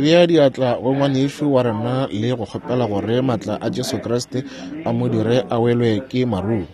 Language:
Northern Sotho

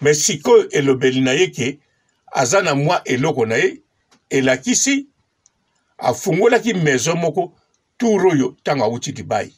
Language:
Lingala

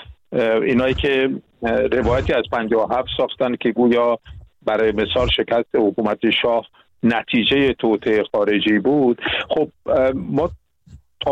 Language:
Persian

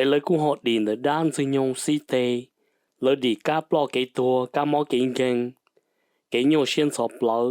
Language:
Hmong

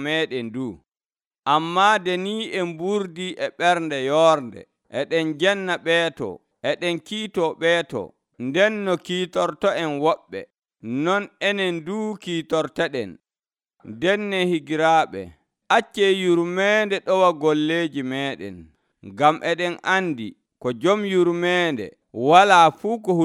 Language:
Nigerian Fulfulde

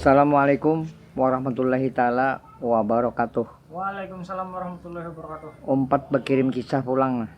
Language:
Banjar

